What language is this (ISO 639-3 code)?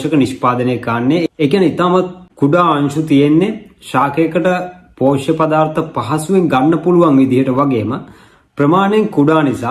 sin